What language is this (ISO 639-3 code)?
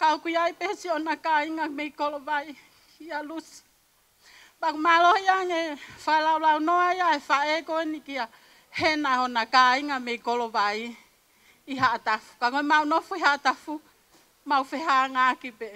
ton